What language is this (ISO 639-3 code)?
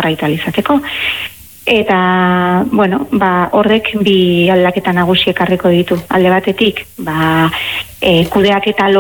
eus